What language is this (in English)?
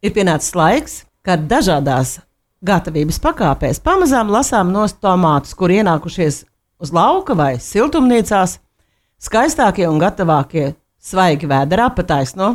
Latvian